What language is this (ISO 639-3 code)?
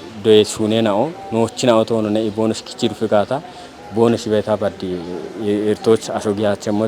kbr